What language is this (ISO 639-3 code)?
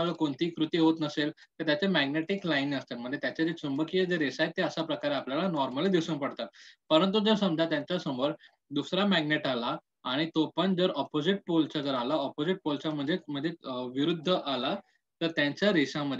mar